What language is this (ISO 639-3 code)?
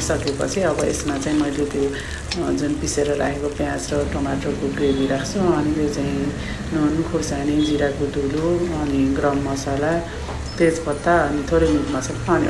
nep